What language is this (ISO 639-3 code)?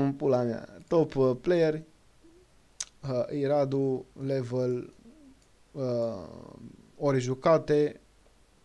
ron